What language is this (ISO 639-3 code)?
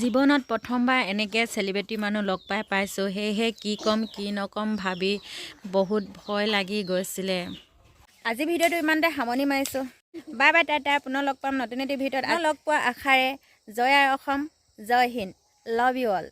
asm